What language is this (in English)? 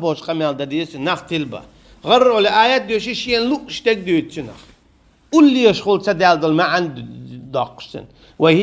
Chechen